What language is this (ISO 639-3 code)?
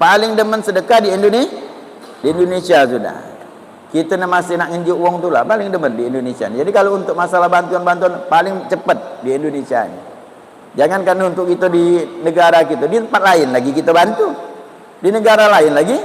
mui